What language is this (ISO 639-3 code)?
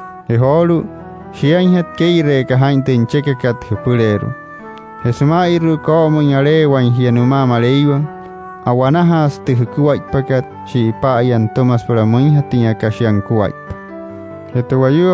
guc